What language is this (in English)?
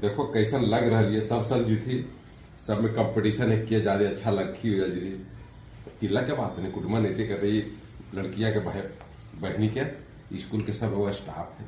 Magahi